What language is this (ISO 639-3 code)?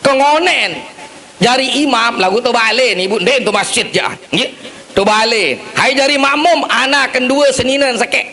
sas